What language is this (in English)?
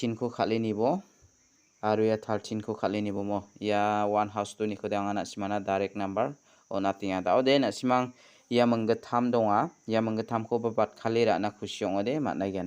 Garo